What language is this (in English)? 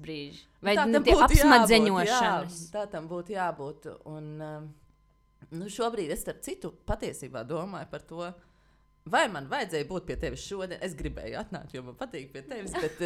Latvian